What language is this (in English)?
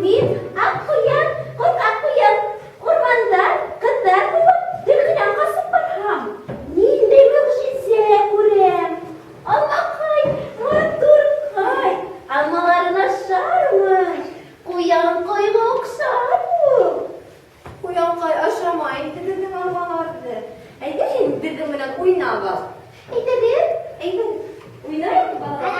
Bashkir